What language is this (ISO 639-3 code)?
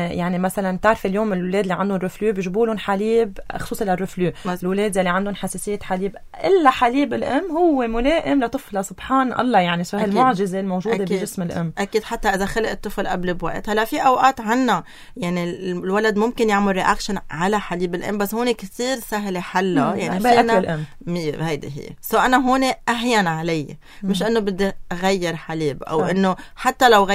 apc